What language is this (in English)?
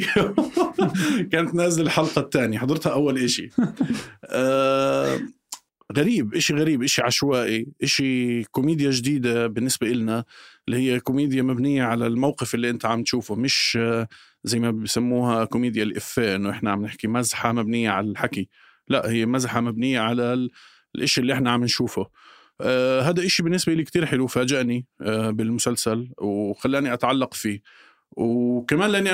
North Levantine Arabic